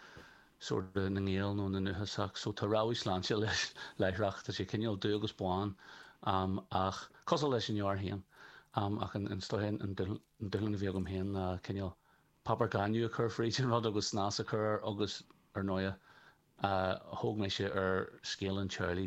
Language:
Irish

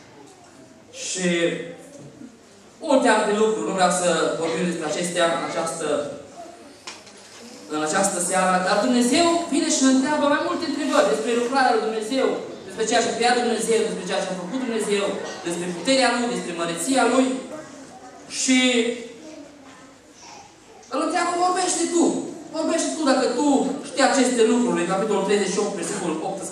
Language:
Romanian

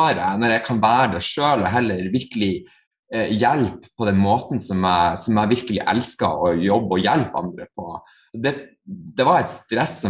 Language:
Norwegian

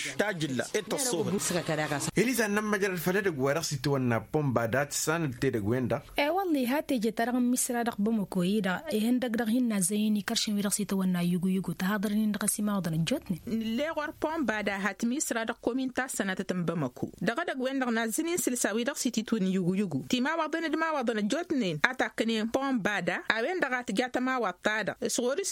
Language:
Tamasheq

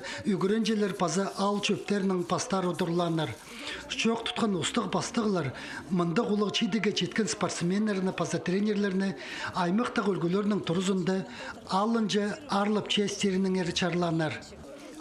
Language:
Khakas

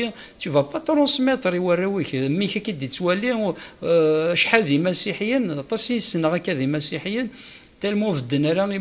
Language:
Kabyle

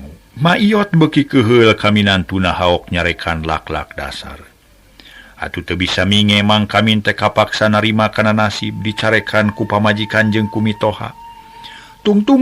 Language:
Sundanese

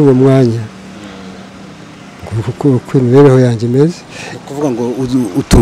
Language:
Kinyarwanda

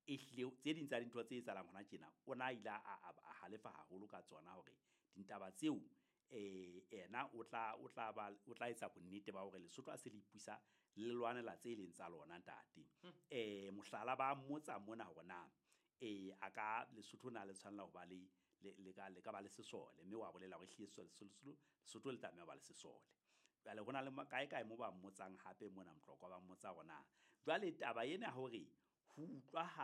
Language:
Southern Sotho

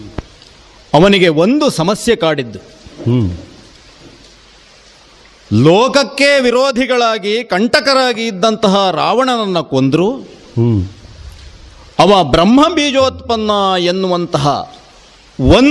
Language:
Kannada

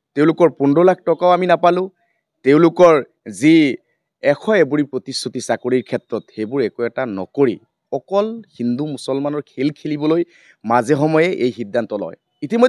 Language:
Assamese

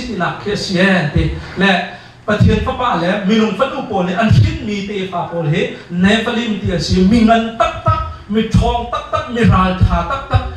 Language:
Hakha Chin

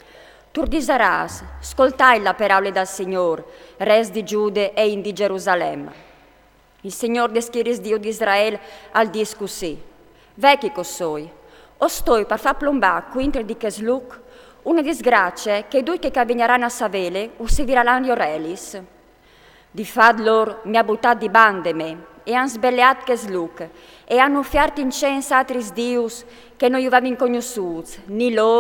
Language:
Friulian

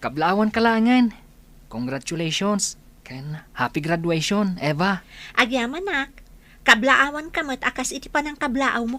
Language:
Iloko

